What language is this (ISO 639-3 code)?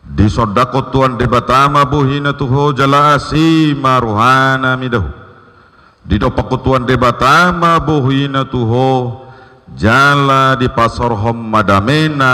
bbc